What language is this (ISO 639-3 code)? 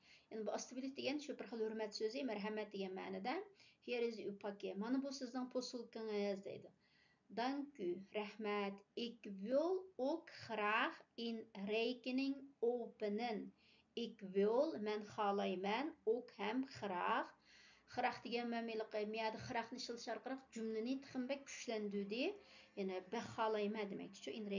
uig